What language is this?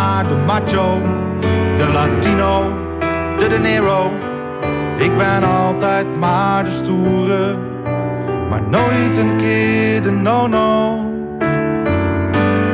Dutch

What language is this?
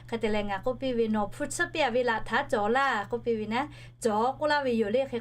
Lahu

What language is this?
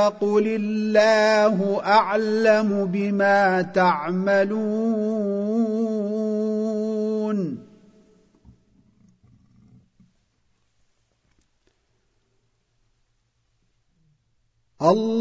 Arabic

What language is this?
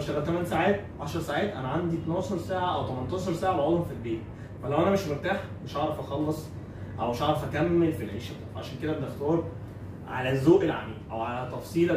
Egyptian Arabic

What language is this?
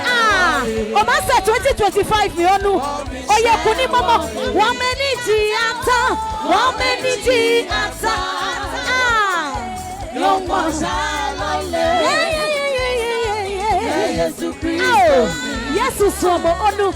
Adangme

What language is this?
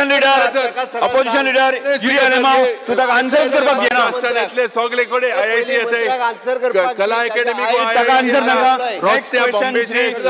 Konkani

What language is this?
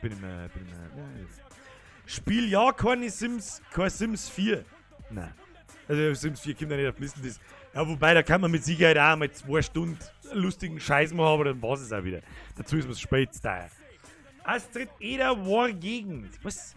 Bavarian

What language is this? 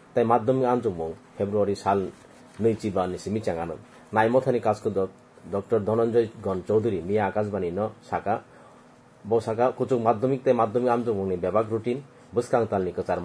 Kok Borok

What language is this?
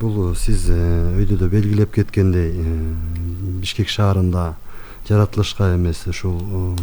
Kyrgyz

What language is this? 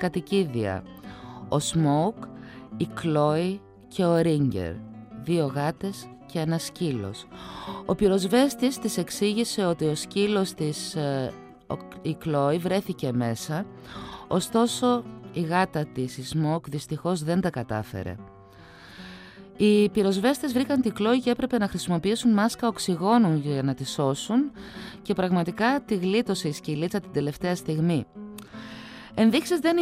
Greek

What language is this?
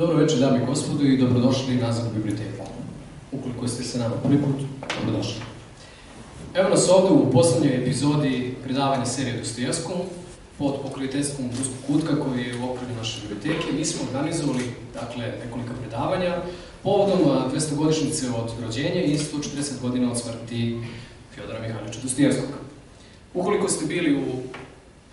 Serbian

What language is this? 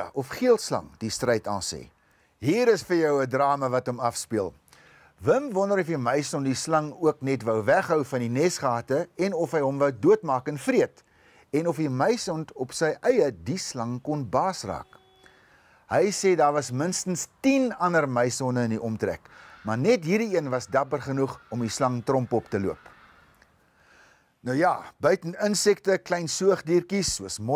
Afrikaans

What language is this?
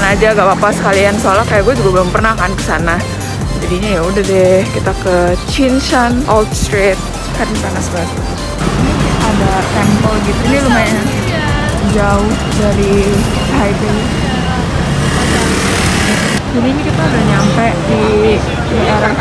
Indonesian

